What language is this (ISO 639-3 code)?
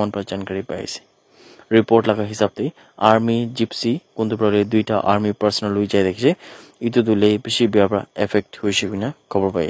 nag